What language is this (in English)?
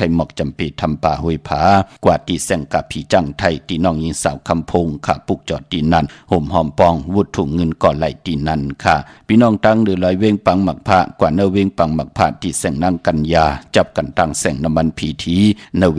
Shan